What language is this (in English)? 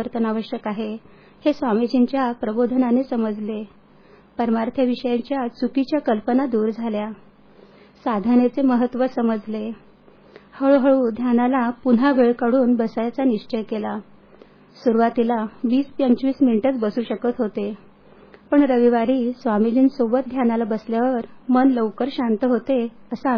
Marathi